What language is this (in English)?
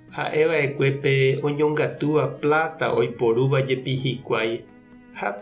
Guarani